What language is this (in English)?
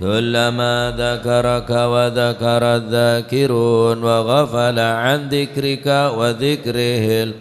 Madurese